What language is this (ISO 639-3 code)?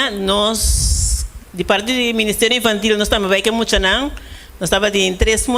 pap